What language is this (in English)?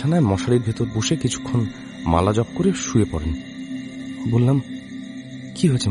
Bangla